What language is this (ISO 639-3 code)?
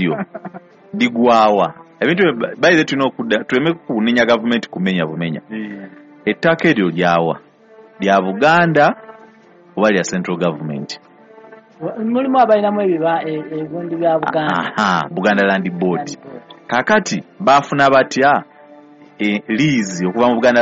lug